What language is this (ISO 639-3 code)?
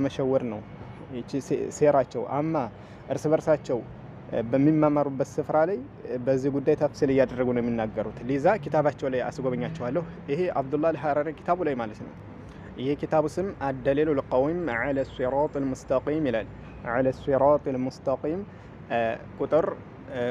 amh